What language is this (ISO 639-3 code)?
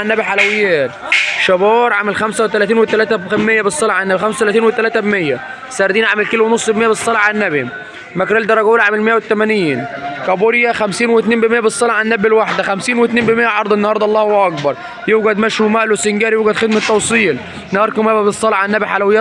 arz